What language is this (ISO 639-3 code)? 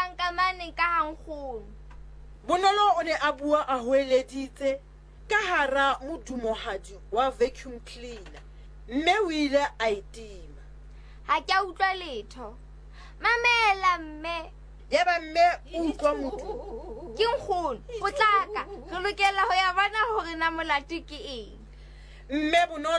sot